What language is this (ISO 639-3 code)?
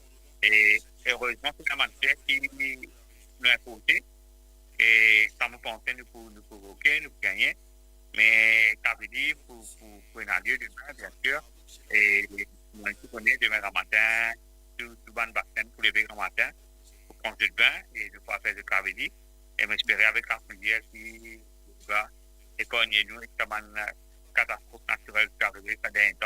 mfe